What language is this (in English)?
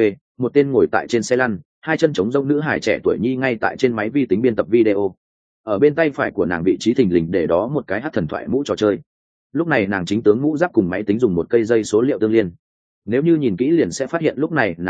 Vietnamese